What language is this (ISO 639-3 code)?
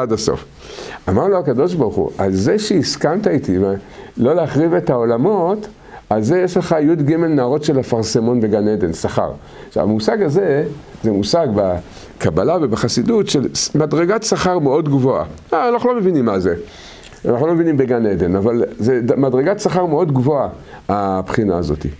heb